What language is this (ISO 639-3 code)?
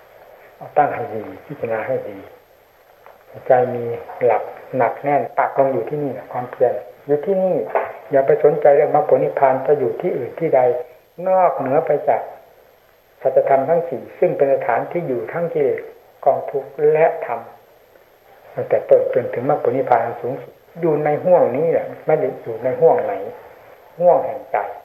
tha